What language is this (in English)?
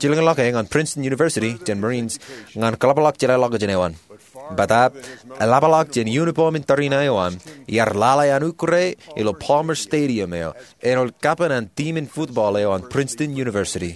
Marshallese